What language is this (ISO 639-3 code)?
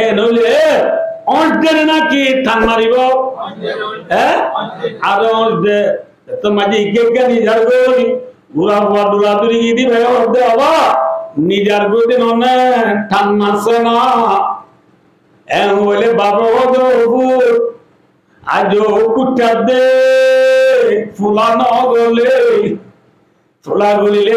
rhg